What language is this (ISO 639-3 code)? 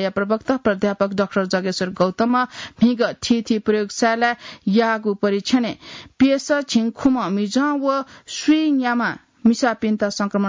new